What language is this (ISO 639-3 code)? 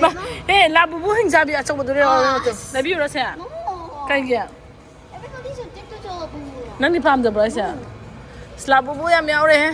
mni